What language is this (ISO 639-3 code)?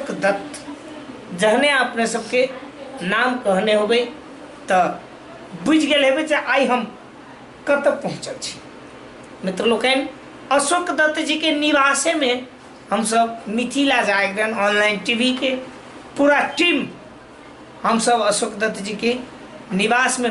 mai